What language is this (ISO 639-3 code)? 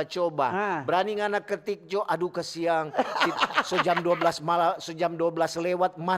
xmm